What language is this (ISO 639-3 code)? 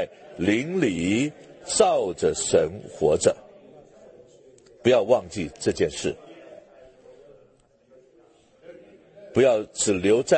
zho